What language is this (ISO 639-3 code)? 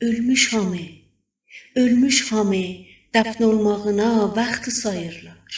azb